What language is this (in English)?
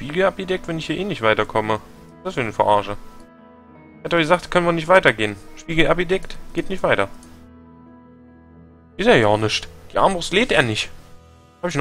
German